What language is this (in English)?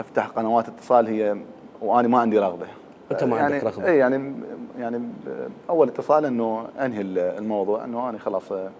Mesopotamian Arabic